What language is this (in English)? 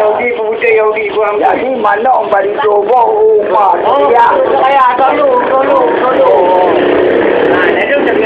Achinese